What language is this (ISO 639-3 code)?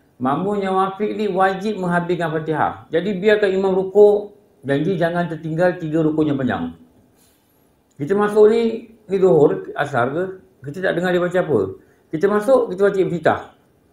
msa